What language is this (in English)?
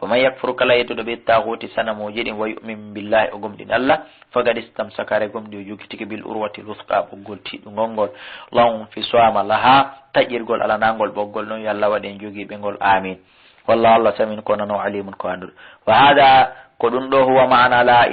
Fula